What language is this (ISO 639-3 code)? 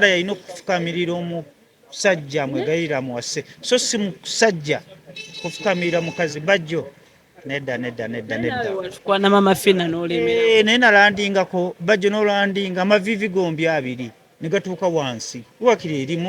lug